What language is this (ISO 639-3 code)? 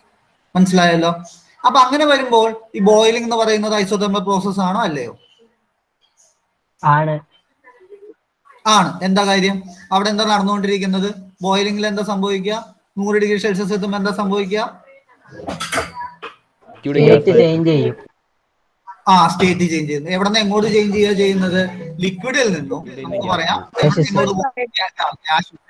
mal